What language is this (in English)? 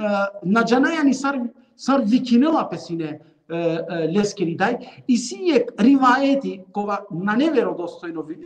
Balkan Romani